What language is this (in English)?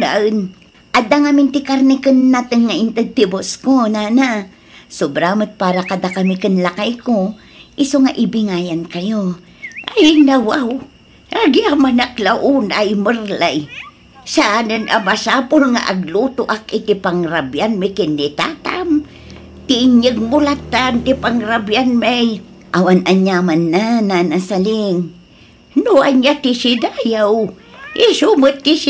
Iloko